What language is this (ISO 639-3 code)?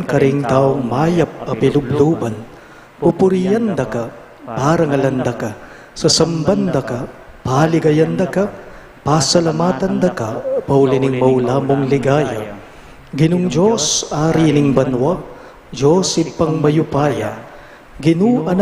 pam